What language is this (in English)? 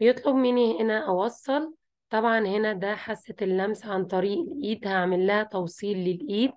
Egyptian Arabic